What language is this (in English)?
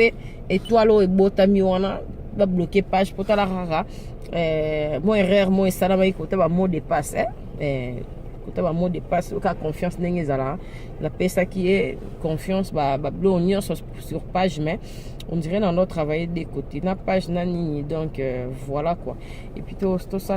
Lingala